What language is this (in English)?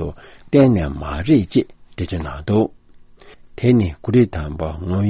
Tibetan